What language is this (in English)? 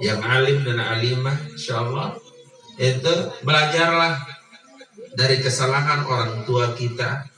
Sasak